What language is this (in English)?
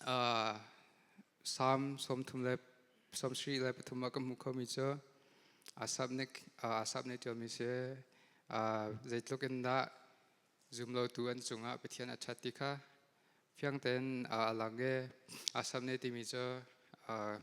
Hakha Chin